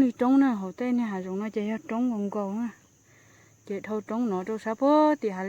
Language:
Hmong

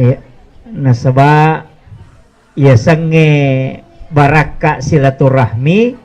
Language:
Buginese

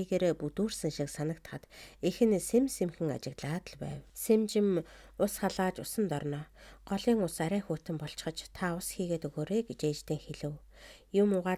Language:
Mongolian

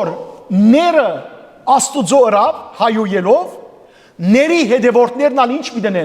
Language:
Western Armenian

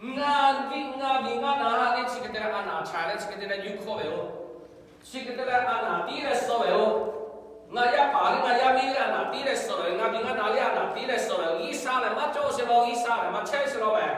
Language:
Lahu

